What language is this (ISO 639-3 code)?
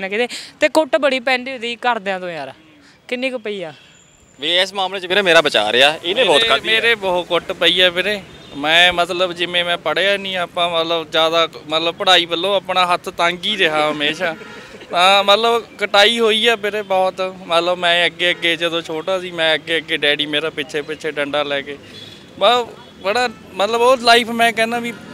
pan